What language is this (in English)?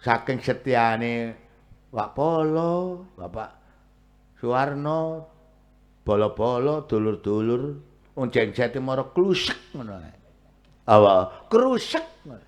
Javanese